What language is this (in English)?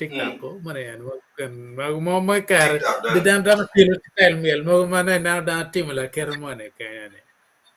Acoli